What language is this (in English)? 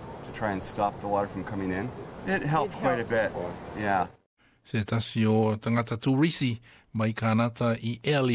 Samoan